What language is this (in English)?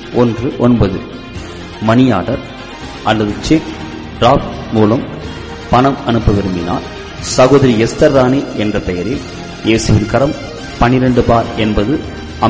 Tamil